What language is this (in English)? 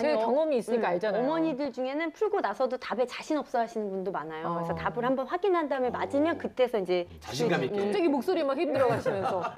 Korean